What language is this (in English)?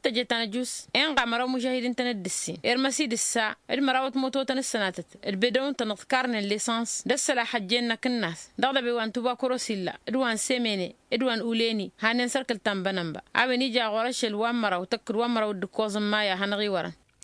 Tamasheq